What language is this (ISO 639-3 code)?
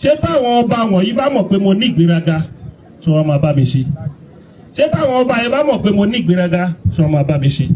yor